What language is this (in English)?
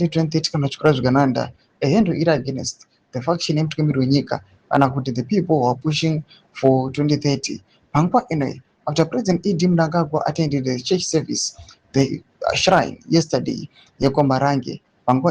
Shona